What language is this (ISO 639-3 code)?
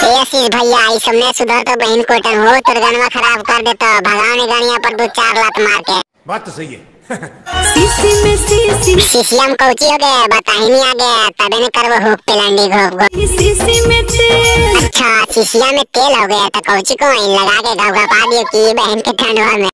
mag